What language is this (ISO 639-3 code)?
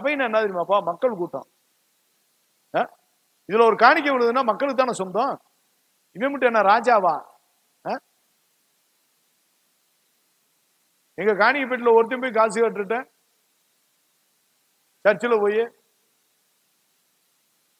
tam